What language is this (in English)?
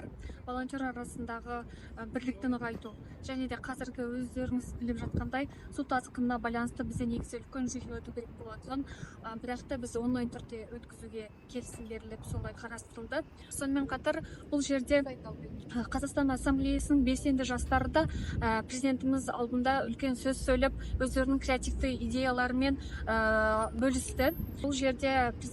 Kazakh